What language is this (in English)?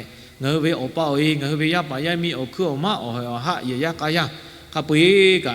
Lahu